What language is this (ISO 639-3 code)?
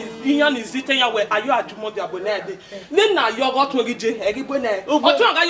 bin